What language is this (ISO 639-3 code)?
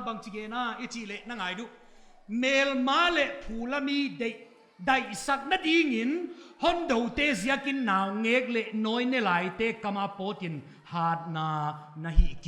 pck